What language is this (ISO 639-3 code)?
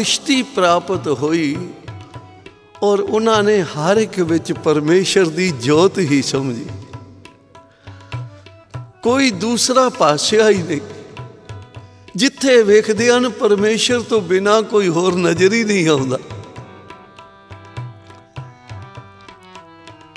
pan